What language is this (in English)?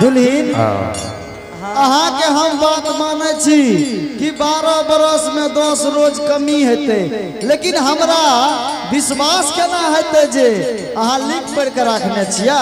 Angika